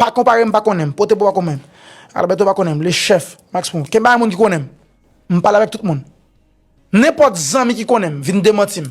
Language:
Haitian Creole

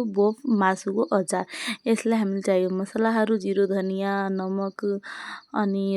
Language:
Nepali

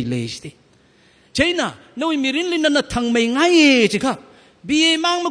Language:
Tangkhul Naga (India)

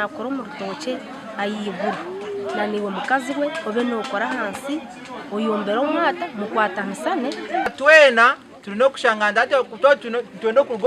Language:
Nyankole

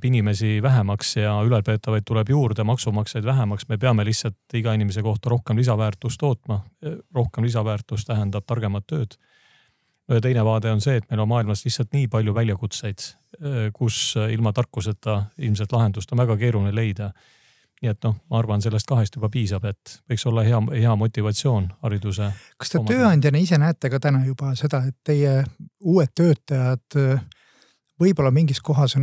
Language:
Estonian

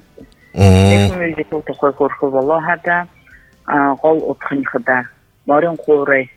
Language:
Buriat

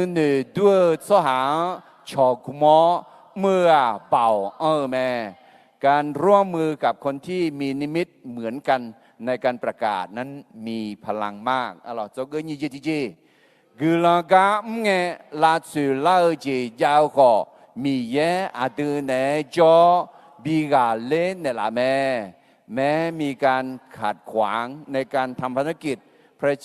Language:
Akha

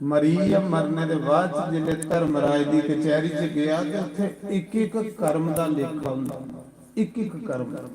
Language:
Dogri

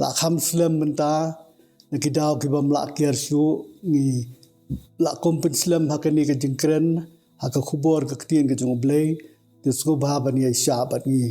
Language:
Khasi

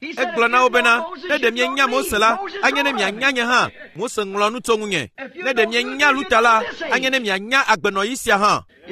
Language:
Ewe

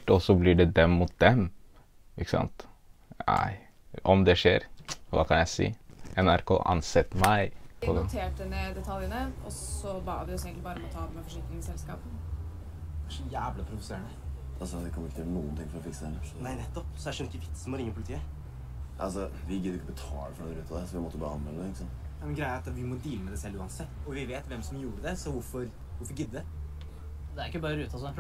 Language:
Norwegian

